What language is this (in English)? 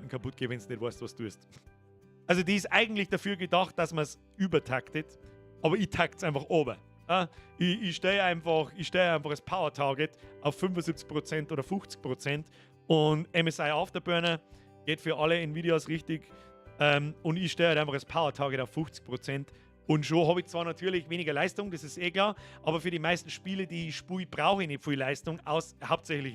Bavarian